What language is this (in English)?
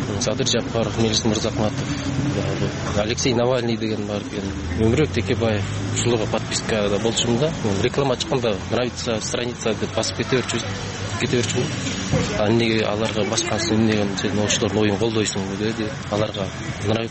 Kyrgyz